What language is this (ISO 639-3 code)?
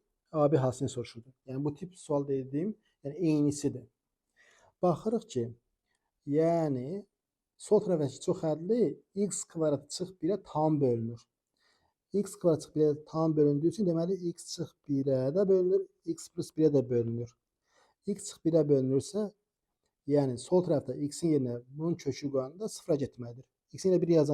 aze